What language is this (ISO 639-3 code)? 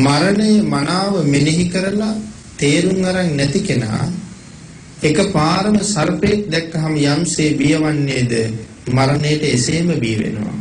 sin